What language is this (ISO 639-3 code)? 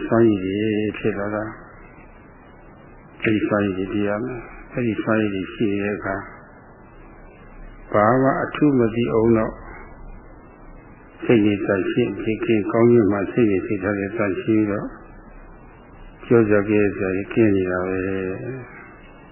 mya